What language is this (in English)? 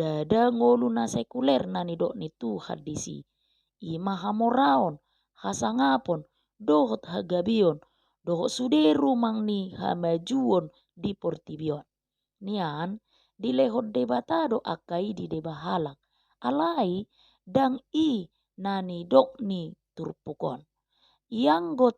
Batak Toba